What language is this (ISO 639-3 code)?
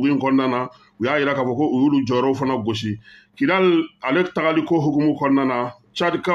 bam